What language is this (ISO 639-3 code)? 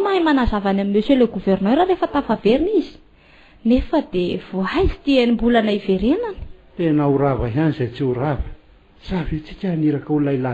mlg